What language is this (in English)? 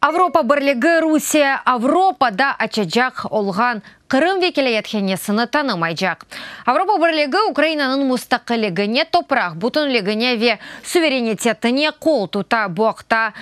Crimean Tatar